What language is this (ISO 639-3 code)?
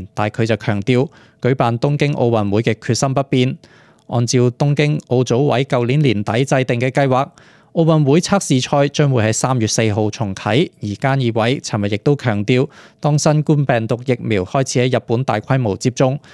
yue